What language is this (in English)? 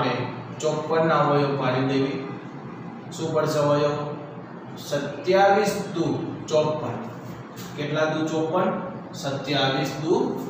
Gujarati